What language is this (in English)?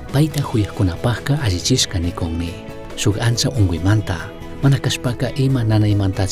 Chimborazo Highland Quichua